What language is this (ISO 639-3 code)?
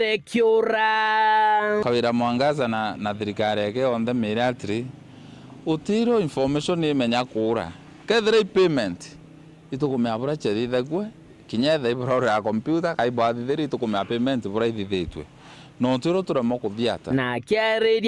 mer